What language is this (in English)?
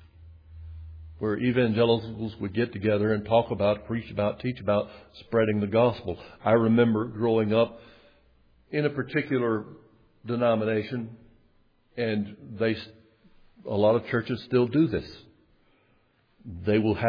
English